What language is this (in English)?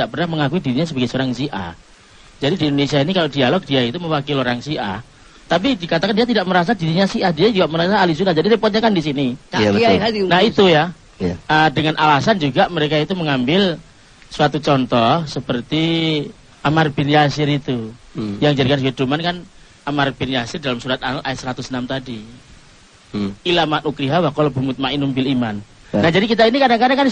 Indonesian